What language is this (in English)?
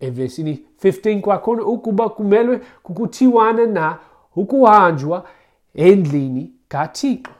Xhosa